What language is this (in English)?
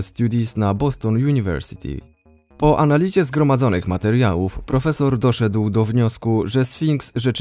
Polish